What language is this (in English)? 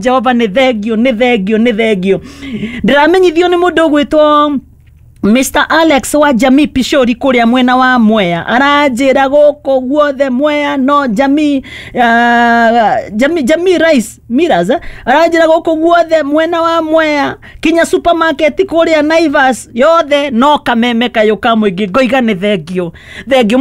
Kikuyu